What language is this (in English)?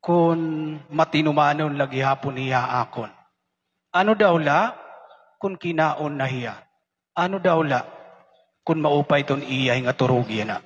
Waray